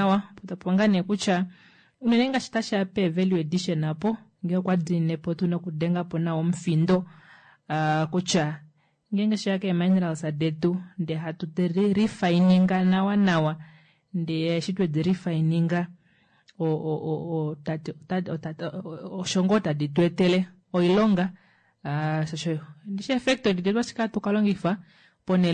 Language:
Kuanyama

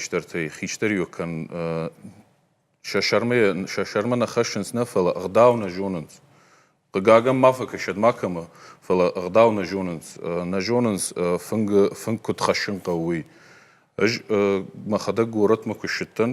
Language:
Ossetic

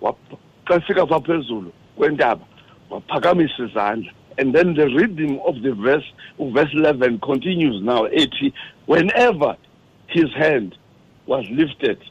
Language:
Xhosa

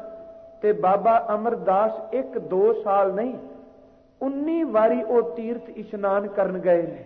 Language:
Punjabi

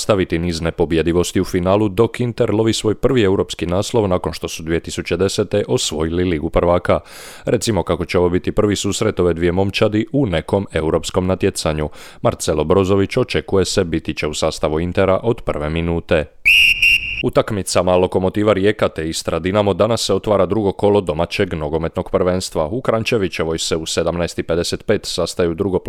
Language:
Croatian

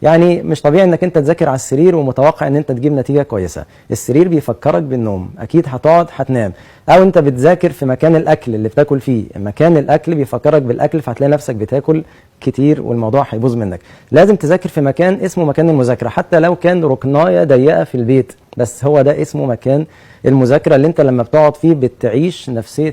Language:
Egyptian Arabic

